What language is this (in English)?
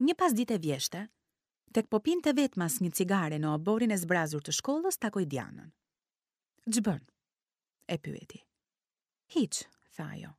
Albanian